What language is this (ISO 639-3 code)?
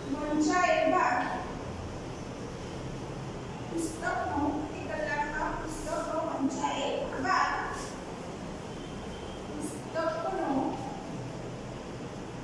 guj